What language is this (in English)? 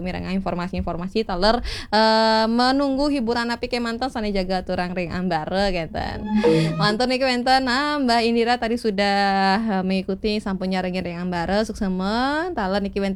Balinese